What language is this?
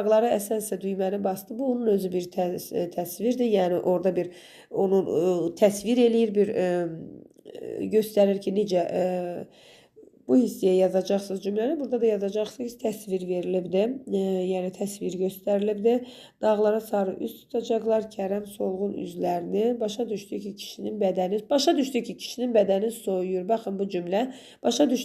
Azerbaijani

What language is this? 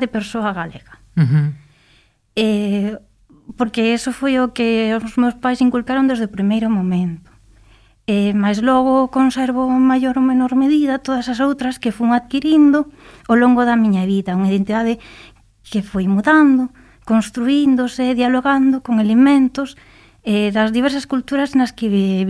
Galician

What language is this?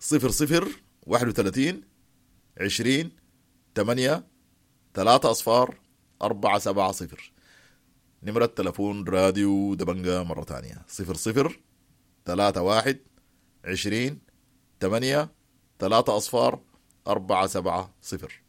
Sudanese Arabic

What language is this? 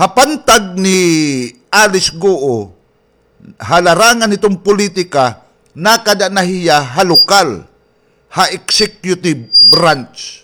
Waray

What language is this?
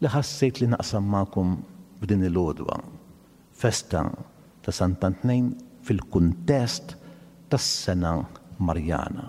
Maltese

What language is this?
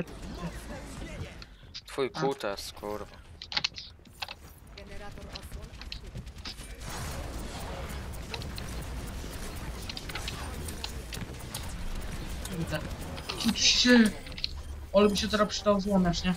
Polish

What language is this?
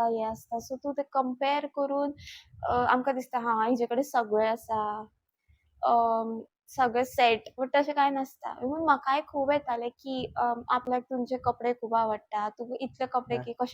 Konkani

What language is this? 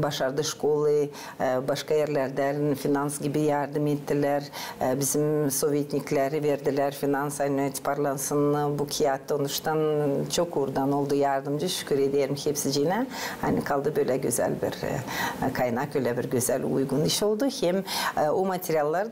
Gagauz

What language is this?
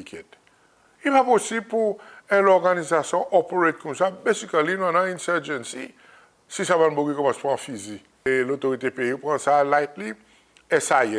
Seselwa Creole French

